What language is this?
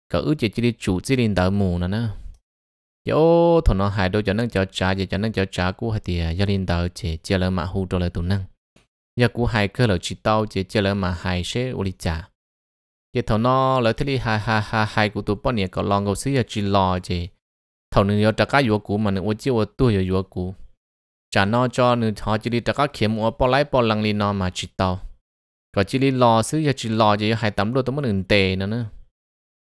Vietnamese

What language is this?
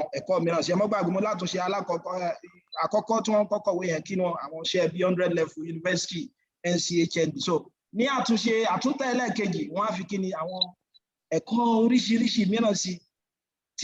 Yoruba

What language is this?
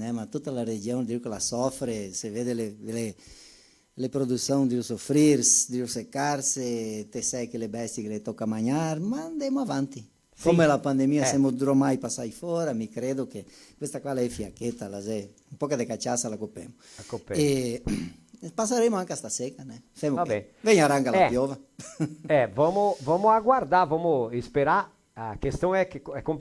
Venetian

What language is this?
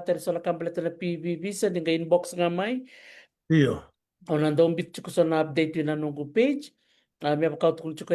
Fijian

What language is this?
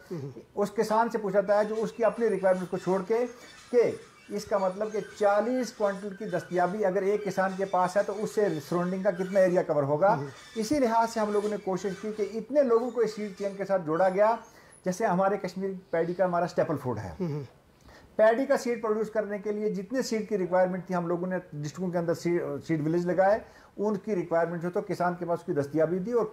Hindi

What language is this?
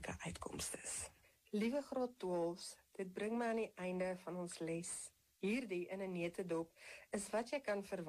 Afrikaans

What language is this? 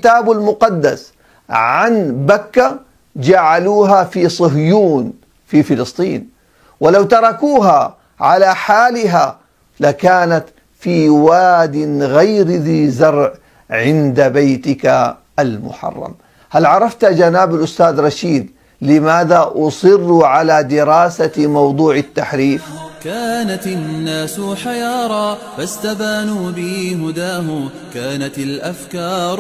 Arabic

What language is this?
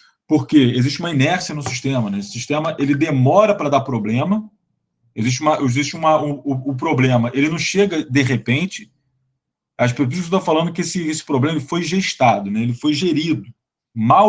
Portuguese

